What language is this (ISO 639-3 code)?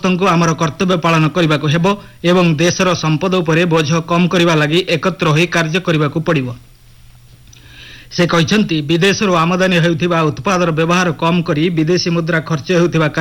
ori